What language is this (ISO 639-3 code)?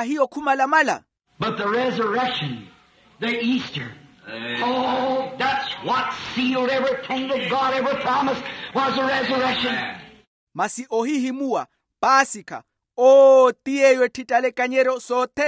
vmw